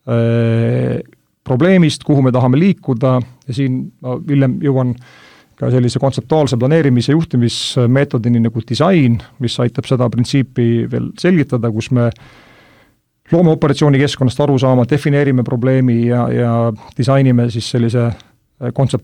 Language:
Estonian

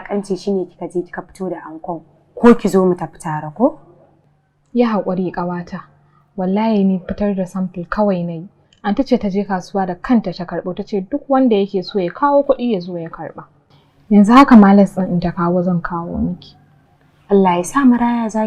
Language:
Hausa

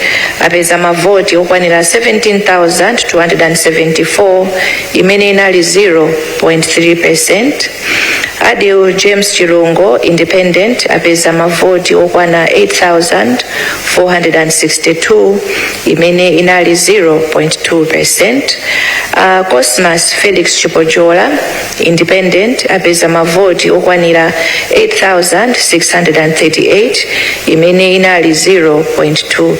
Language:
Nyanja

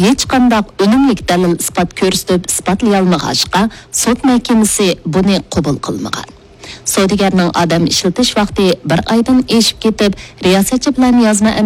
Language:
Uyghur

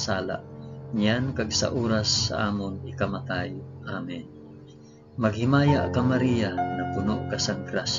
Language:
Hiligaynon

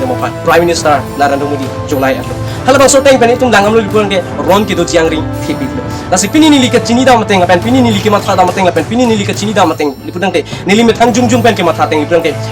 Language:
Karbi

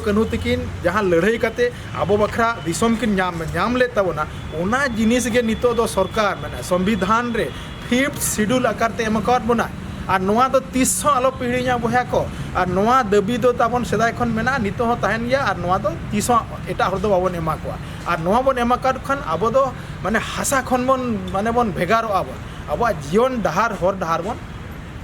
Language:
Santali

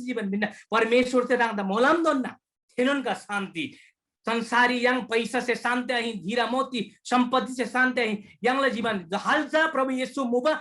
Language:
Eastern Tamang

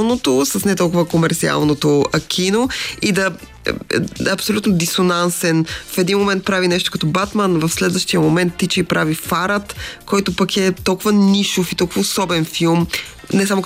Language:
Bulgarian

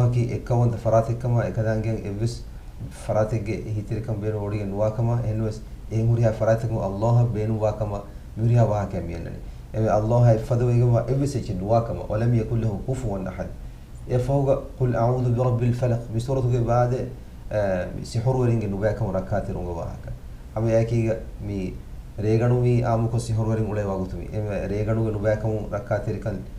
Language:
Divehi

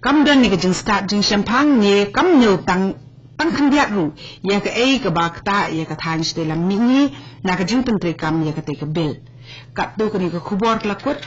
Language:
Khasi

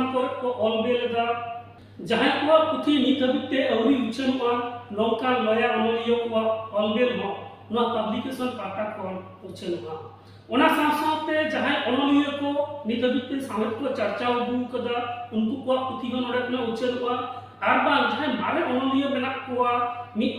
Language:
Santali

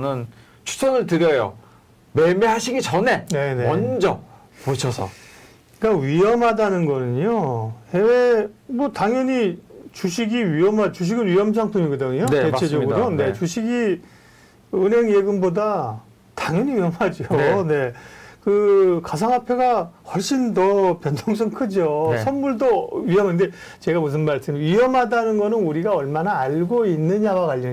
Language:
Korean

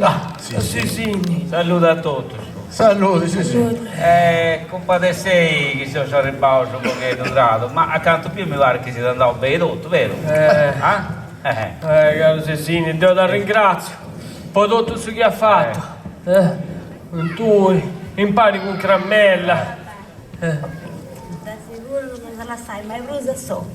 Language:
Sardinian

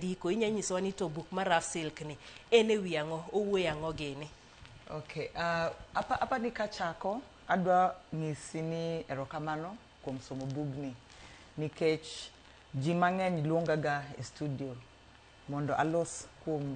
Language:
Luo (Kenya and Tanzania)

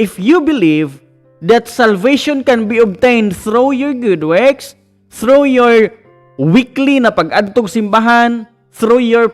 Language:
Cebuano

